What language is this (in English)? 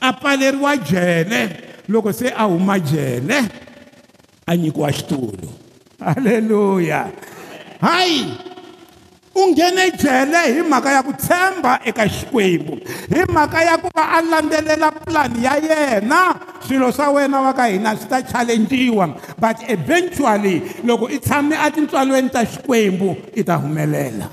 Tsonga